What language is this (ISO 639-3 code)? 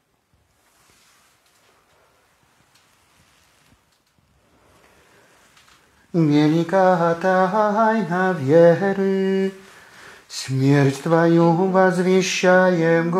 rus